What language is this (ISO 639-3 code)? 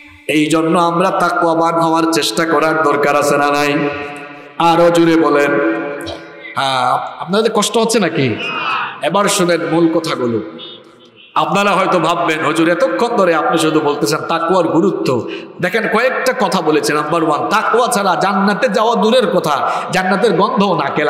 ben